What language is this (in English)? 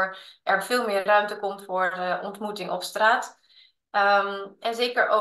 Dutch